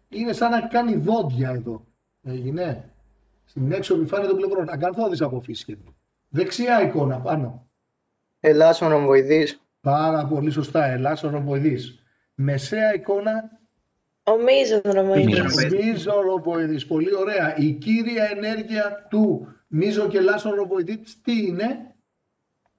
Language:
Greek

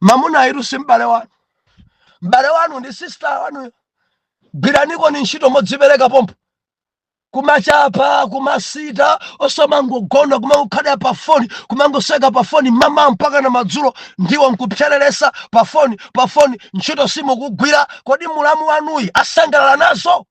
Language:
Nyanja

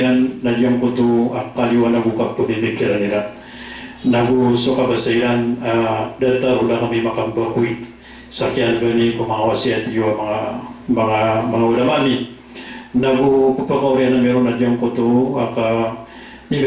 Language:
Maranao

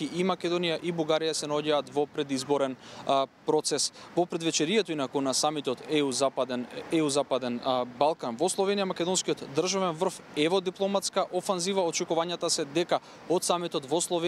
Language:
Macedonian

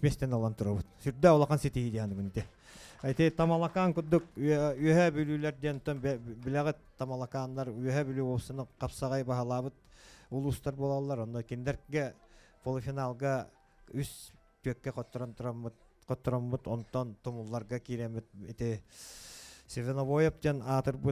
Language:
Yakut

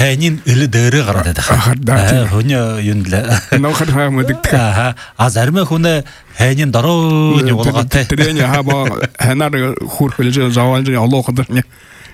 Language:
Buriat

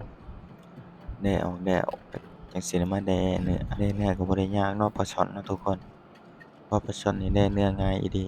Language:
Lao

